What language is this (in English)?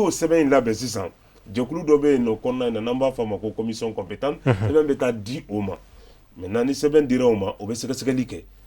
Bambara